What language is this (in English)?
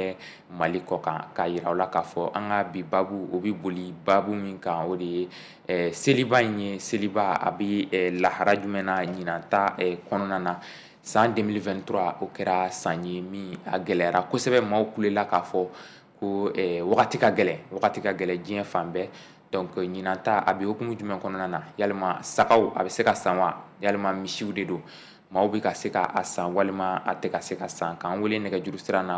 Bambara